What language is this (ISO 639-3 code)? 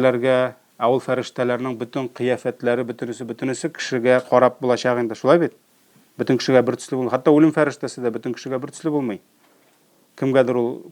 tat